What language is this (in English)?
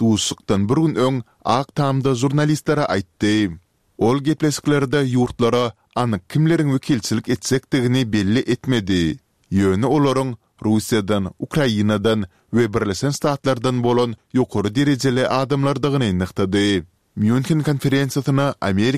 Turkmen